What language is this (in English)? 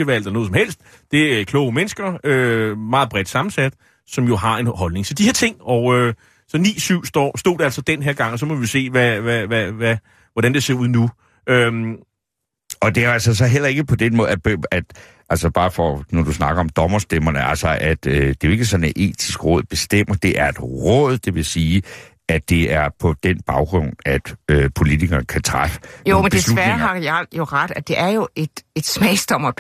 Danish